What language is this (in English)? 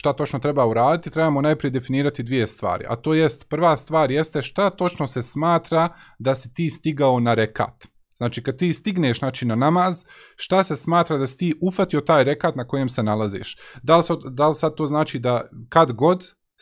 Bosnian